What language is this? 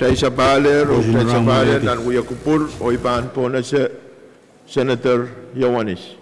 Pohnpeian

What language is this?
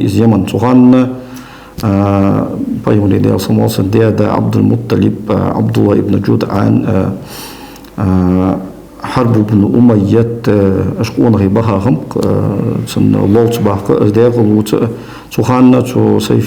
Ingush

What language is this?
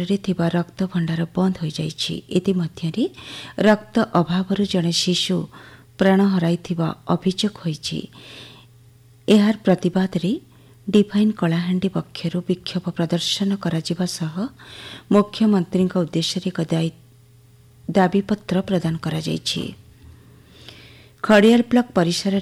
Odia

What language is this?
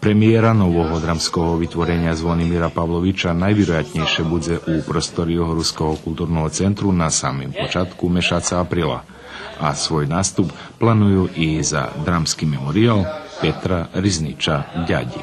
Rusyn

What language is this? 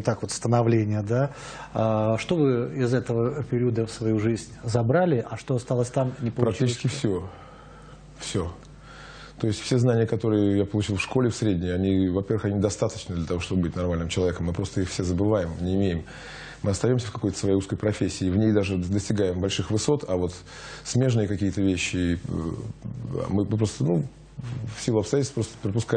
Russian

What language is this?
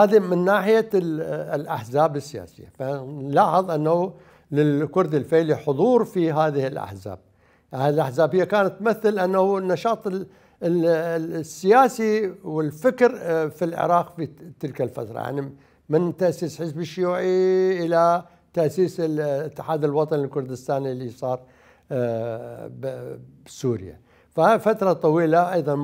Mesopotamian Arabic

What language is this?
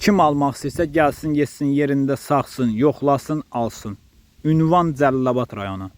Azerbaijani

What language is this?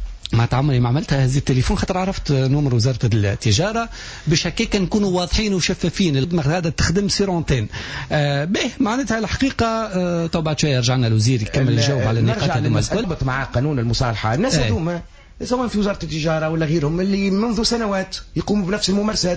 Tunisian Arabic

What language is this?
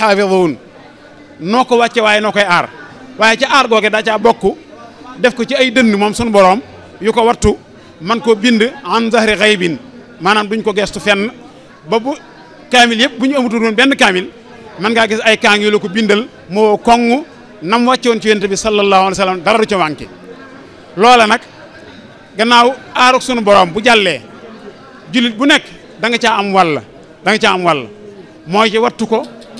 Wolof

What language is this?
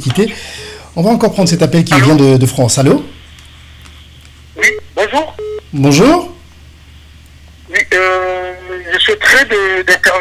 French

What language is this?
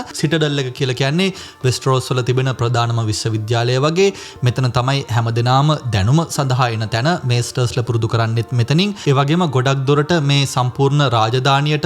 Sinhala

